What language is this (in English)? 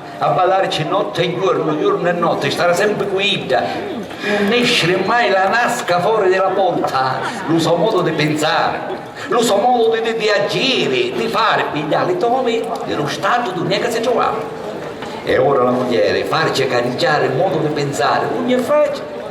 Sicilian